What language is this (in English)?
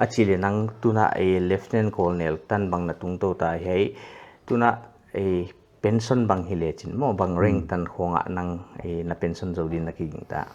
Paite Chin